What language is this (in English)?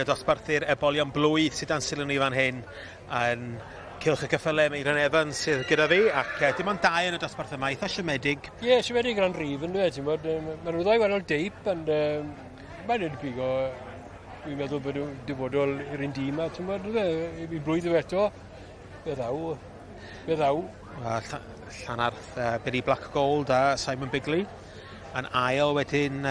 Welsh